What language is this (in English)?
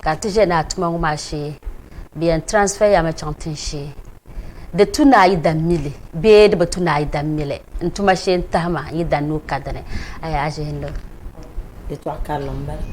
Dagbani